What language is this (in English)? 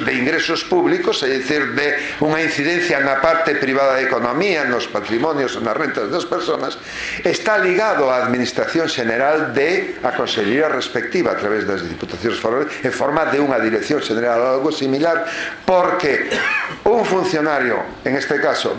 Galician